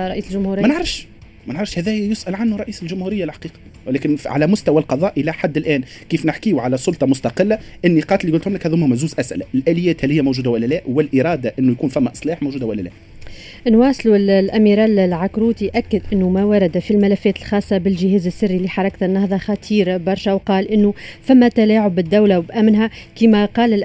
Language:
Tunisian Arabic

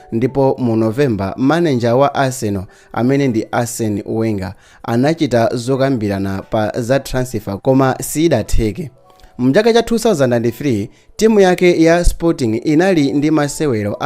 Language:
Nyanja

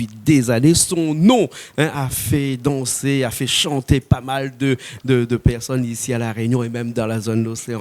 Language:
Réunion Creole French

